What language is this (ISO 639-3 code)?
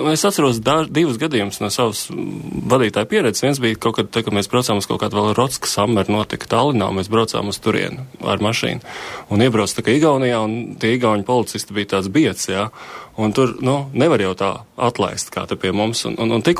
lav